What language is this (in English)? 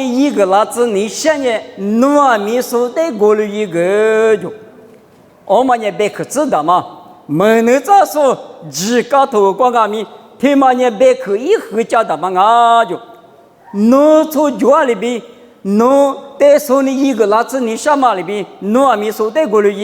Lisu